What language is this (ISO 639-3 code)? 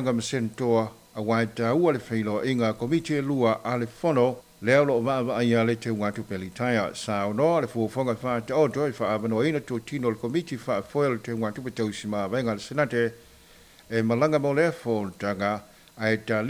smo